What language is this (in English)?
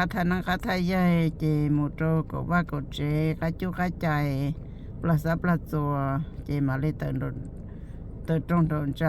Hmong